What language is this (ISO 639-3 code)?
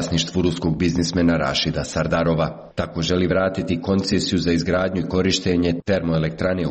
hrv